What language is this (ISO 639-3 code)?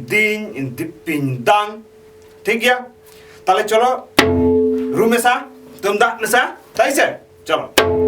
sat